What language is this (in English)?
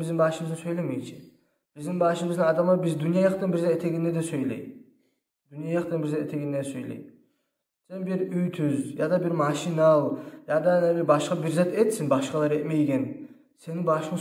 Kumyk